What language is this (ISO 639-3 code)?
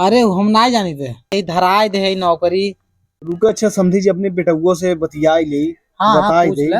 awa